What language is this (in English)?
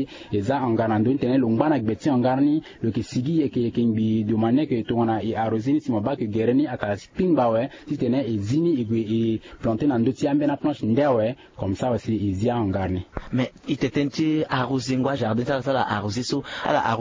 Sango